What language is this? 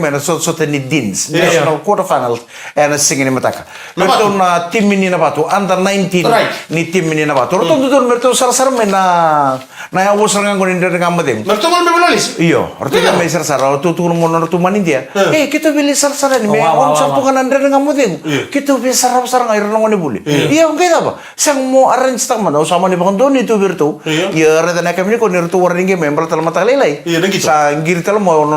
Fijian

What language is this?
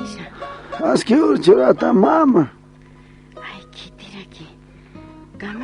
Aymara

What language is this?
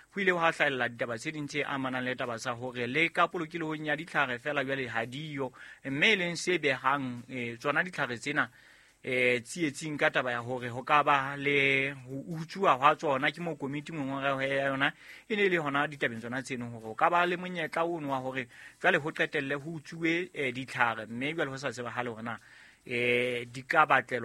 Southern Sotho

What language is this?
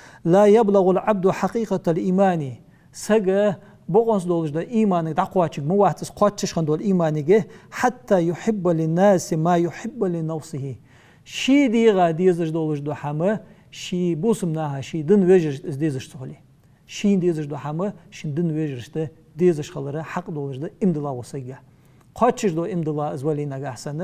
Ingush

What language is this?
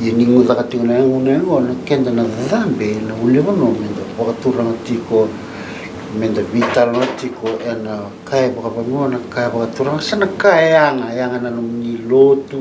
Fijian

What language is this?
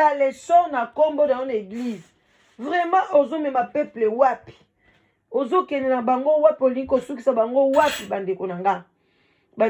Lingala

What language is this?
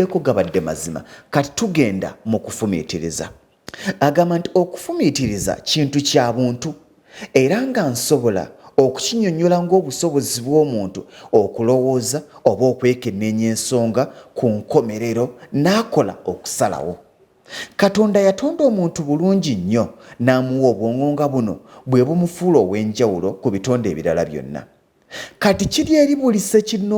Ganda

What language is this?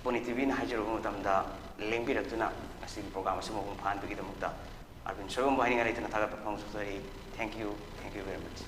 Manipuri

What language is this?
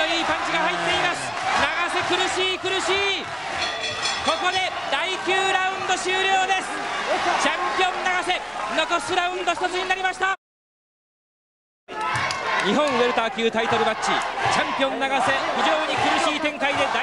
Japanese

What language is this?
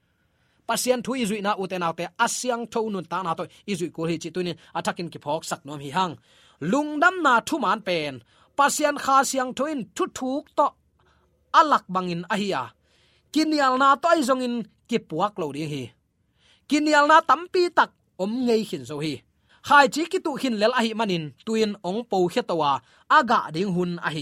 Tedim Chin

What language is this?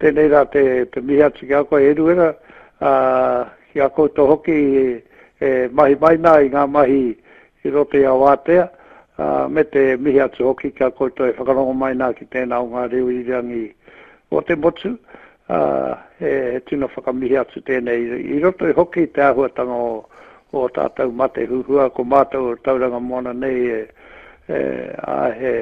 Māori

